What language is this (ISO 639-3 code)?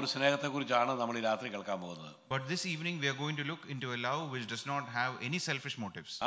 mal